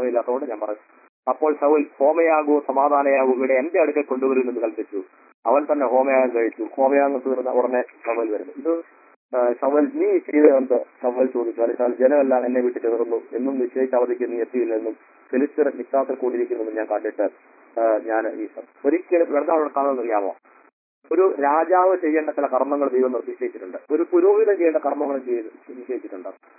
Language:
Malayalam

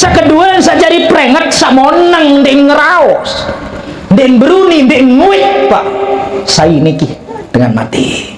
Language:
Sasak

